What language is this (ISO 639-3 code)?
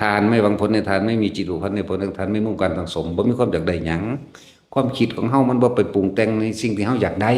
tts